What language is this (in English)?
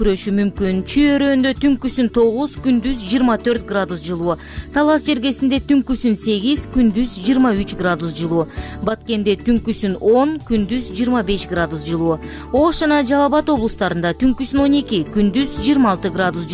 Kyrgyz